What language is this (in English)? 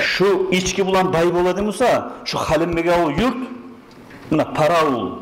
Kumyk